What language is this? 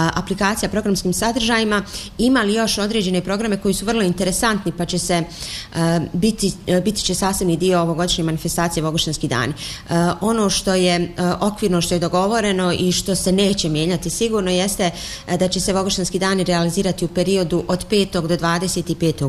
Bosnian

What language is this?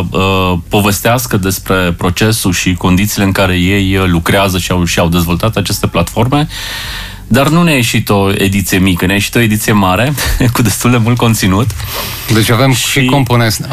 Romanian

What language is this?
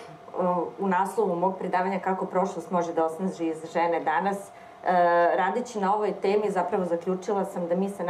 Serbian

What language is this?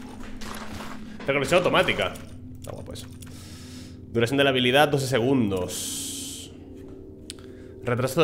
Spanish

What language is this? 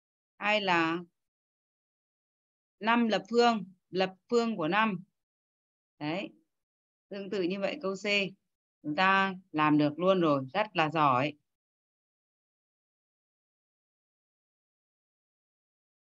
Vietnamese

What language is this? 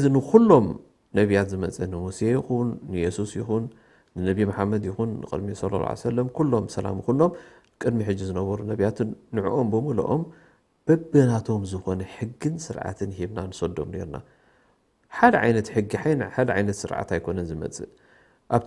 Tigrinya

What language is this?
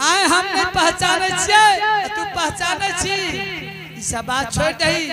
Angika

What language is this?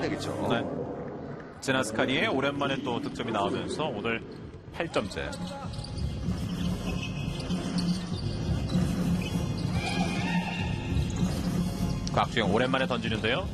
Korean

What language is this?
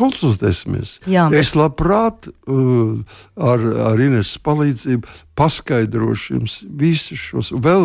Latvian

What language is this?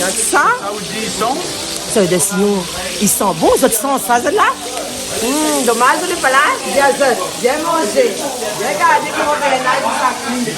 Réunion Creole French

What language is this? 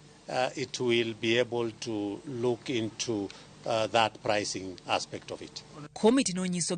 Luo (Kenya and Tanzania)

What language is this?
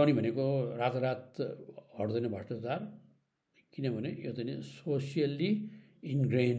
Nepali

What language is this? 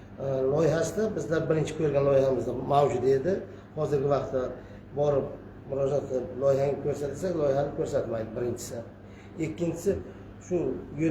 Uzbek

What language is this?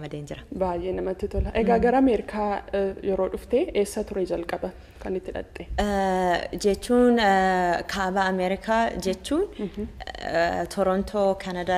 Oromo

